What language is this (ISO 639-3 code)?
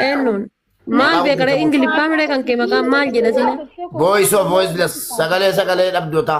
orm